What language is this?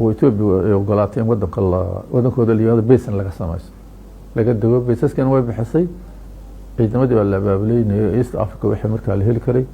Somali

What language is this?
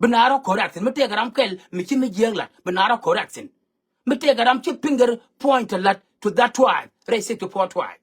Nuer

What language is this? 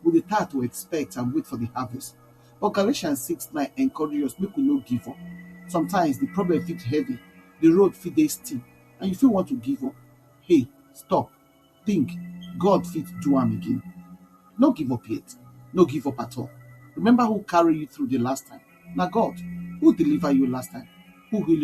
Nigerian Pidgin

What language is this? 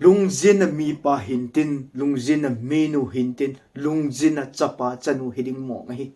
Thado Chin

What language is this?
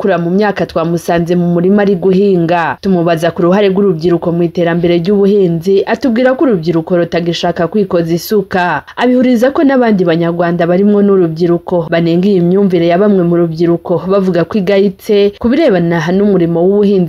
Kinyarwanda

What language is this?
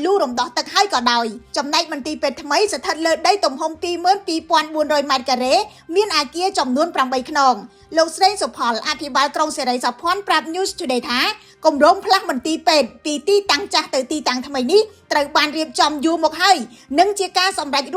Khmer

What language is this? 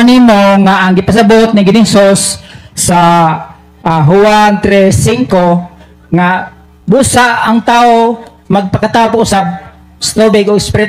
Cebuano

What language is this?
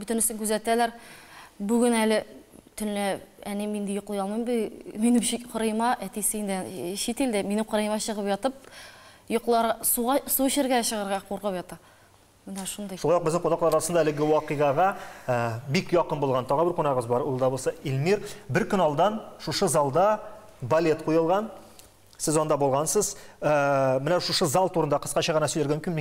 Tatar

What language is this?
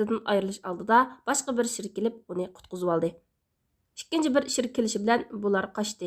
Uyghur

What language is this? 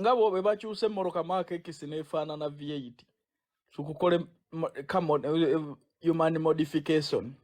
Ganda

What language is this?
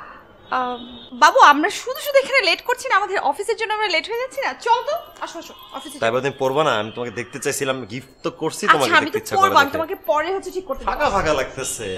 Bangla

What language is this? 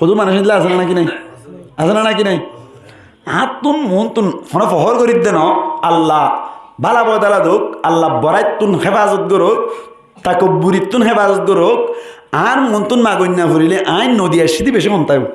Rohingya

